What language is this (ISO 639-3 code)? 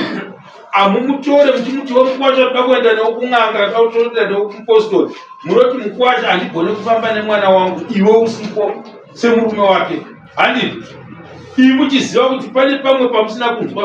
sna